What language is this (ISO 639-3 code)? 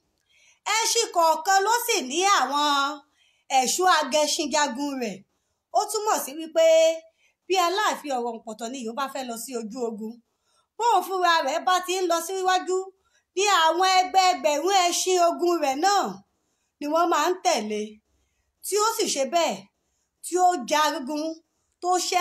yor